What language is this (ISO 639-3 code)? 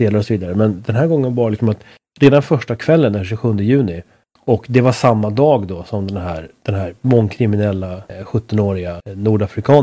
swe